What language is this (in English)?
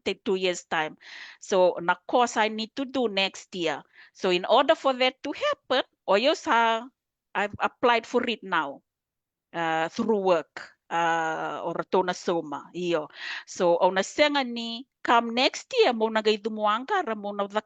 Fijian